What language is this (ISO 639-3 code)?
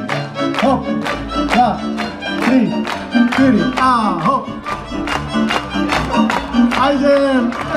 slk